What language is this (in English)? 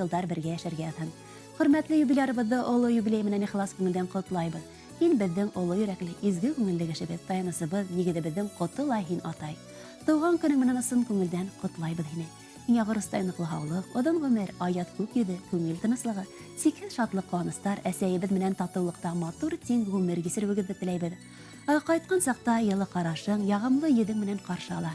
Bashkir